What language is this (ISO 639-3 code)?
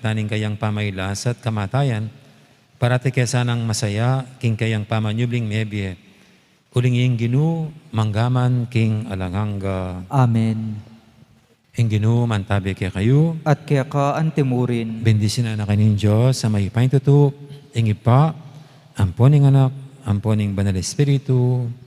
pam